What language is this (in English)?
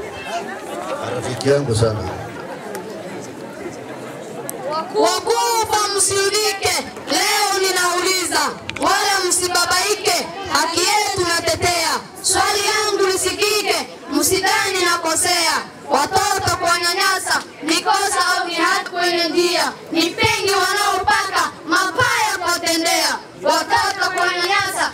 Swahili